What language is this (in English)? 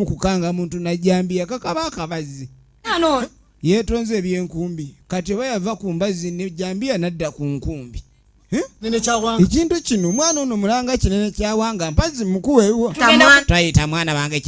Ganda